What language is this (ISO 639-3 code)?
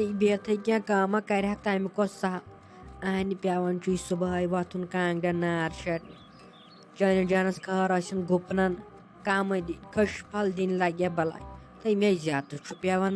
kas